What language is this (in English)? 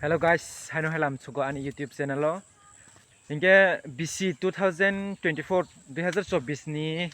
Kok Borok